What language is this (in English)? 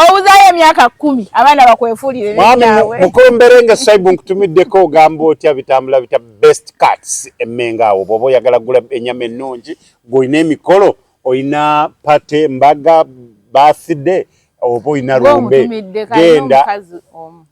Ganda